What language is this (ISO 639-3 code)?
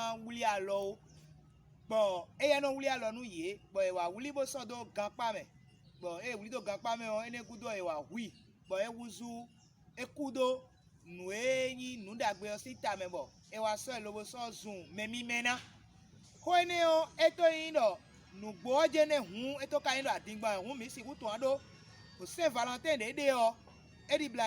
fon